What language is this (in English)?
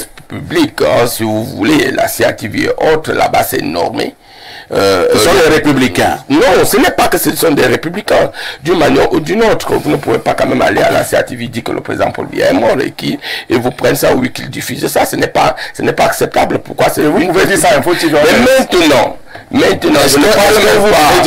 French